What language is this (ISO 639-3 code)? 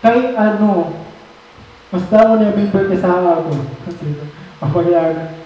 war